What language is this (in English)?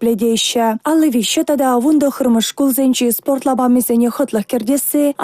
Chuvash